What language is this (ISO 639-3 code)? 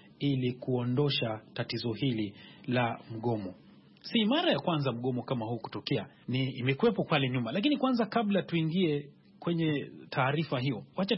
swa